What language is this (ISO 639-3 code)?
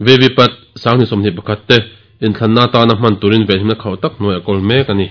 lus